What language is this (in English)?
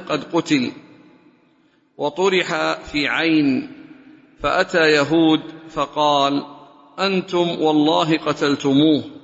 Arabic